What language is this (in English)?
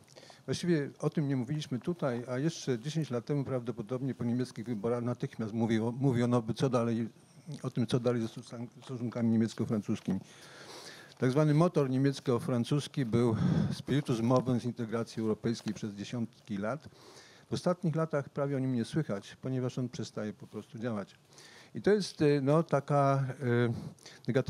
Polish